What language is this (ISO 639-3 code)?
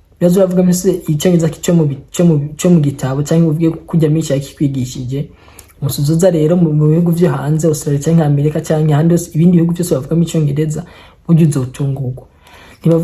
run